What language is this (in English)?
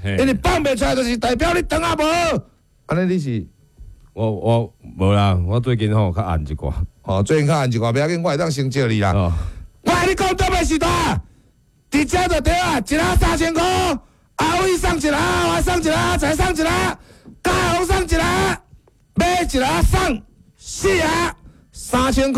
Min Nan Chinese